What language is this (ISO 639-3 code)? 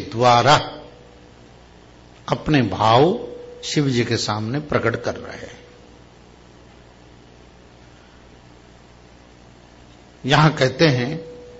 hin